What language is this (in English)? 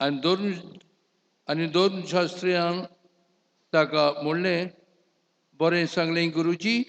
Konkani